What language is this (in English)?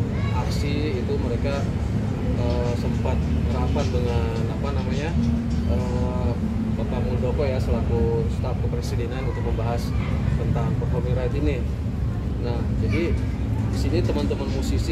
Indonesian